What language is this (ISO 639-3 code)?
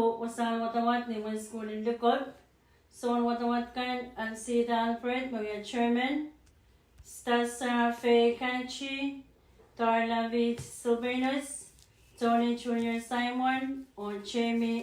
pon